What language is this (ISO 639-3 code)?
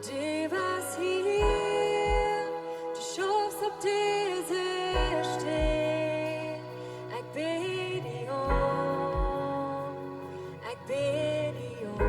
pdt